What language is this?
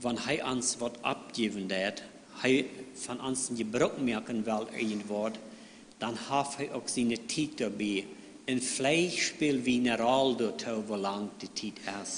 Plautdietsch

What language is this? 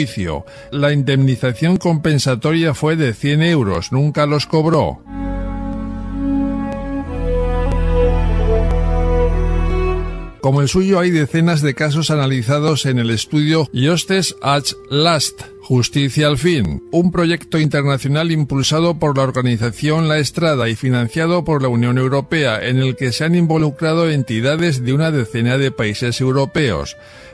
Spanish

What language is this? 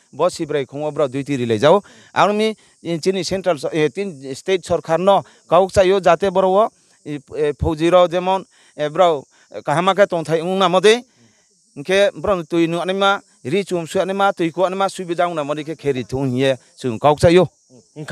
Riang (India)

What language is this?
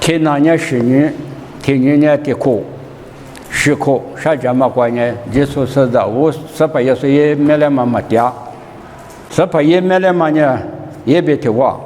Lisu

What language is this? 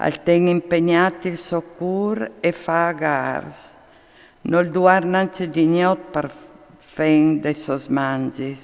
Friulian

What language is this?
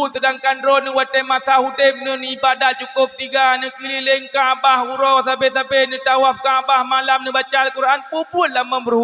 Achinese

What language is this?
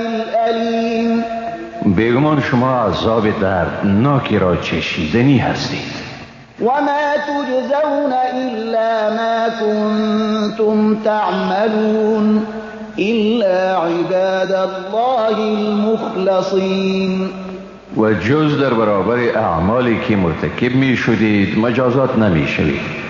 Persian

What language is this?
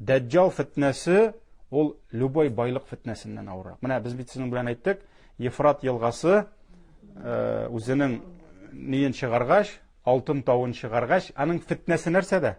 Tatar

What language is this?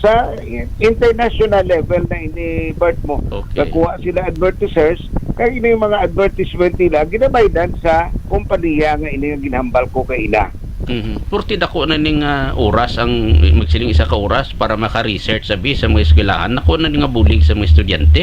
Hiligaynon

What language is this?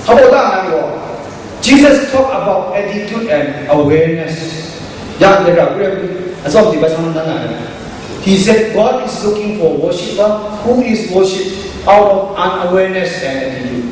Kachin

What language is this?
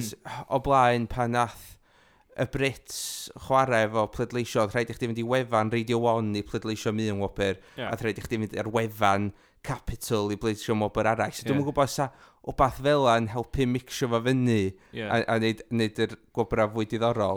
Welsh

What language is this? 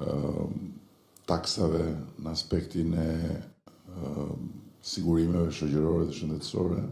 Albanian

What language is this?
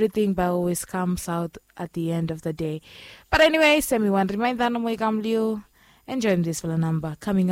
Bislama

